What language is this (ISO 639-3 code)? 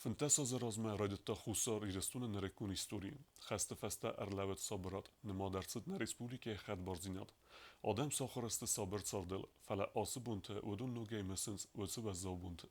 oss